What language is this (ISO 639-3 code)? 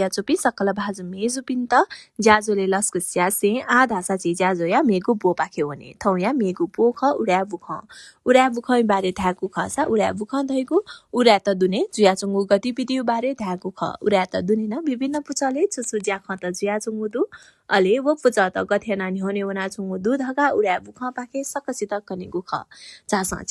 new